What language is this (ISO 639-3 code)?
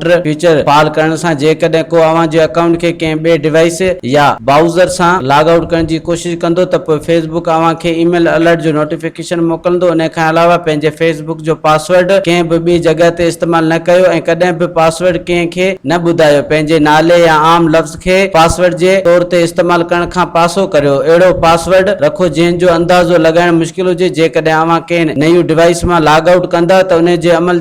snd